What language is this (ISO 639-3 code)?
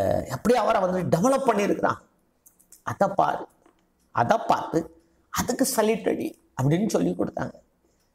tam